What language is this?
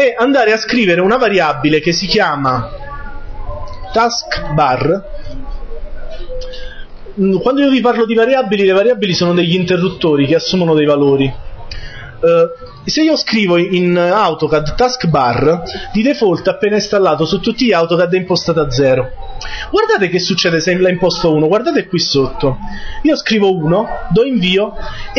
Italian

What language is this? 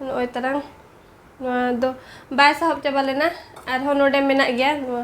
Santali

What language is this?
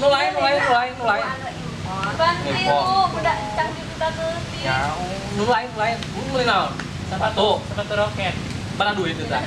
Sundanese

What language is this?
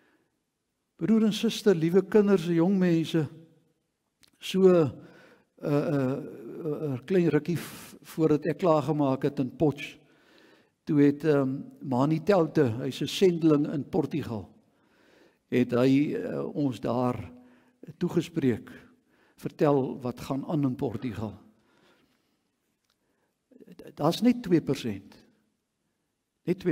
Afrikaans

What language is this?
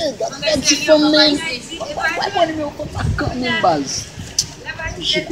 Haitian Creole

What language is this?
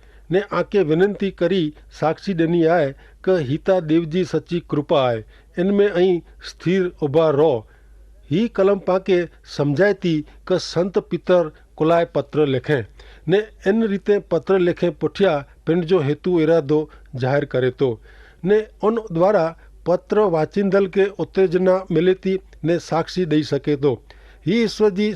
Kachhi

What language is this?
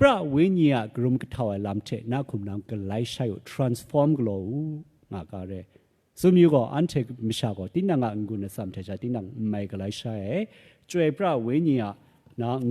Kachin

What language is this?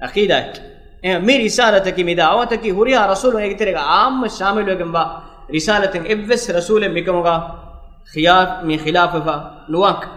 Divehi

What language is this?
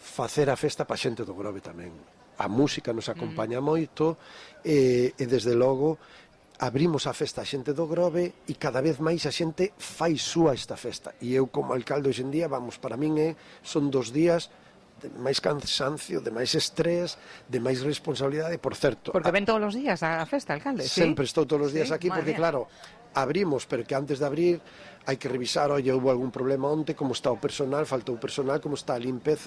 Galician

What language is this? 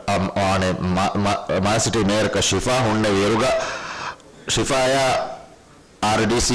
Divehi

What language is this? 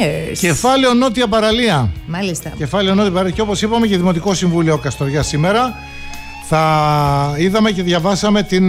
Greek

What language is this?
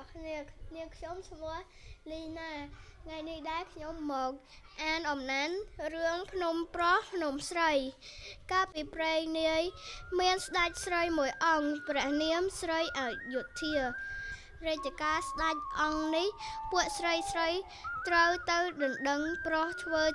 Khmer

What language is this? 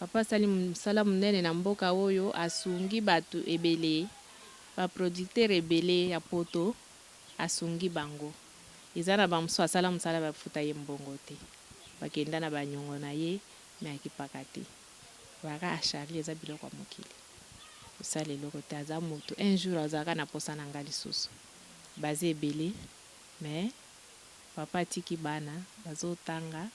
Lingala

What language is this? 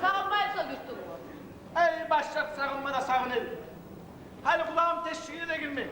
Kumyk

